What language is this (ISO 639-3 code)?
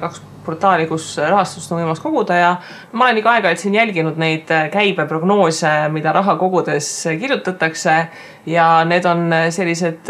est